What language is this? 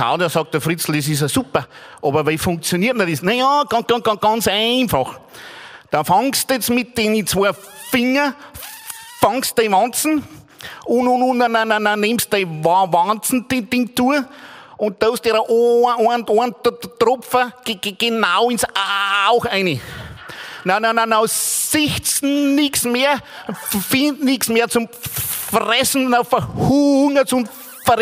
Bavarian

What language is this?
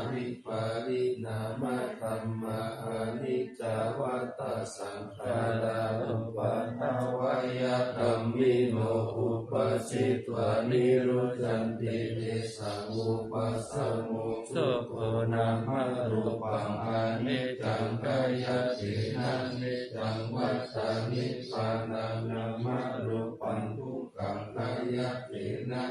Pali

